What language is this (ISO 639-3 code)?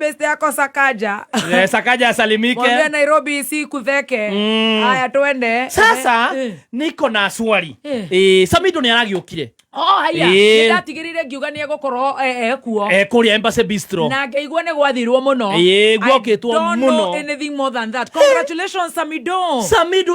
kik